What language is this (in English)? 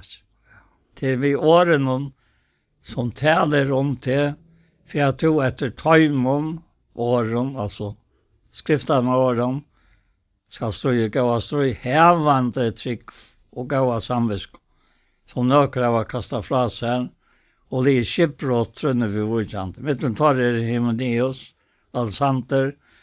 Faroese